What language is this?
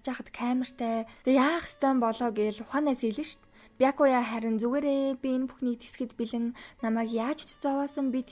Mongolian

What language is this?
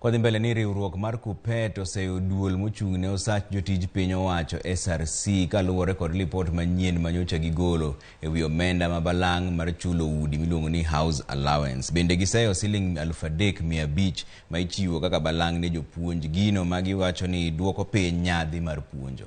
Luo (Kenya and Tanzania)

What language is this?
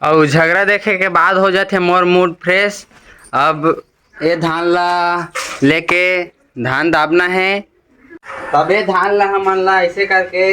Chhattisgarhi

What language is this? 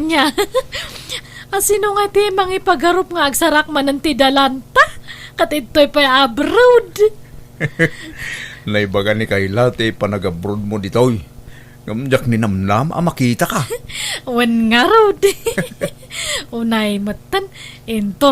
Iloko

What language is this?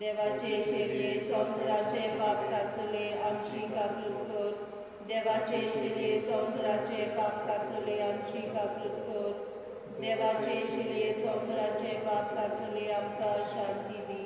Konkani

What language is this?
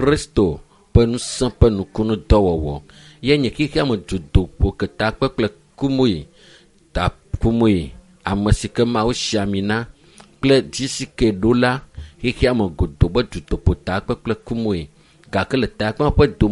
Ewe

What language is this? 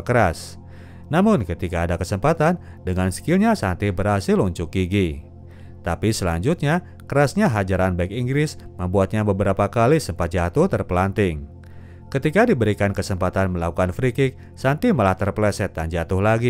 Indonesian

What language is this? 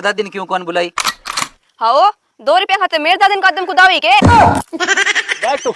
Haryanvi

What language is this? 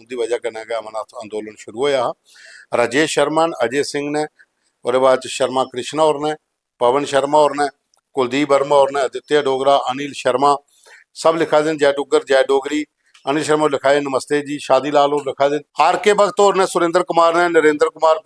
Dogri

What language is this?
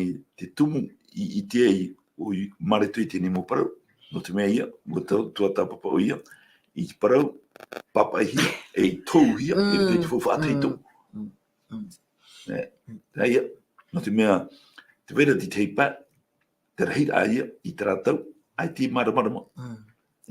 Tahitian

